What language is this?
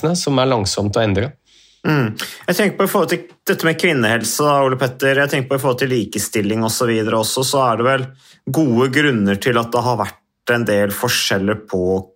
Norwegian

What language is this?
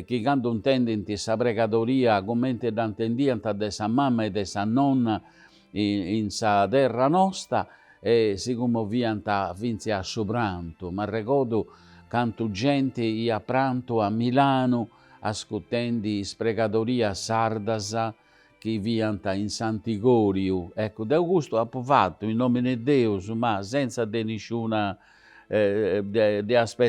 Sardinian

